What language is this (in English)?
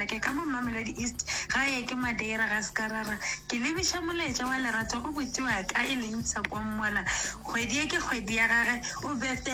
Northern Sotho